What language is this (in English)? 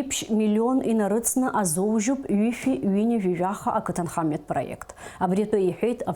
Abkhazian